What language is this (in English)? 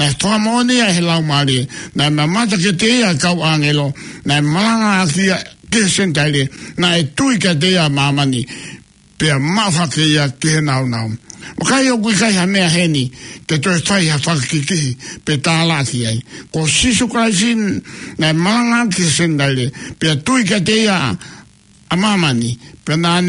Tongan